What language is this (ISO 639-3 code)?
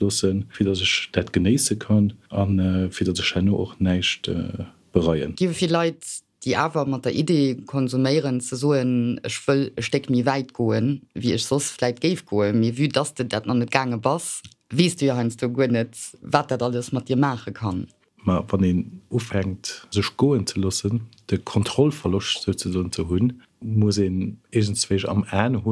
ltz